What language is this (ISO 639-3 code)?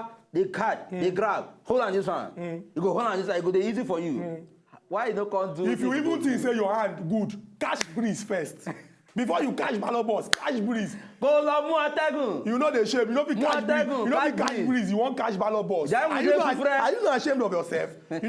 pcm